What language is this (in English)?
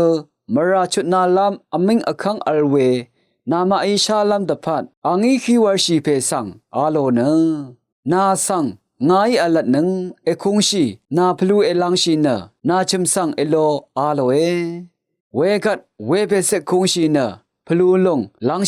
Rawang